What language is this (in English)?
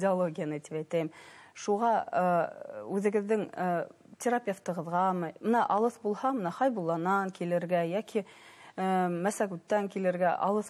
Bashkir